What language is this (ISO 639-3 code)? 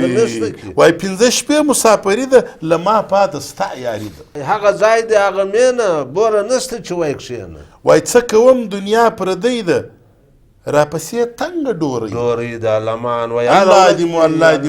pus